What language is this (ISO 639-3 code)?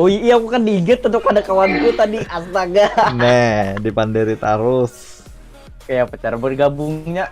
bjn